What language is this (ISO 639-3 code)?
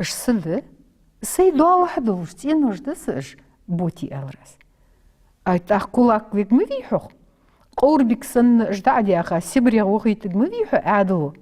inh